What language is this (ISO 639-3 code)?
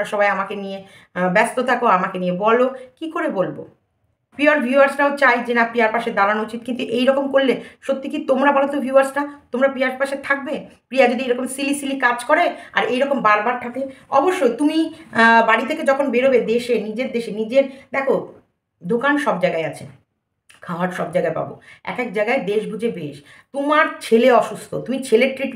ben